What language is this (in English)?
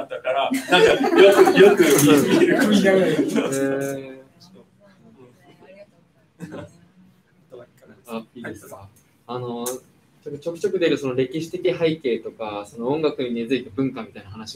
Japanese